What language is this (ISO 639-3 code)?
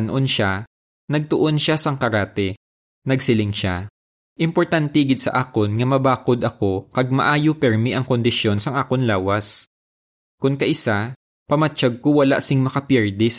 hil